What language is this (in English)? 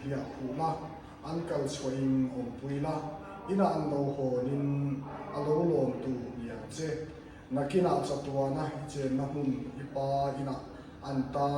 Mizo